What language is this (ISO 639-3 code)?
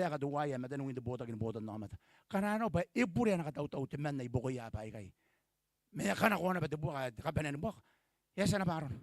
gil